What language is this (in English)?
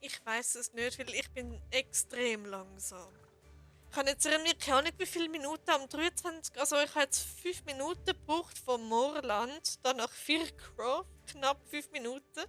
Swiss German